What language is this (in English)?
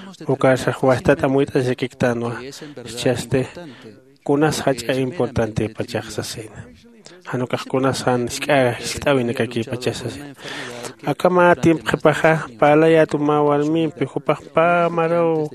Aymara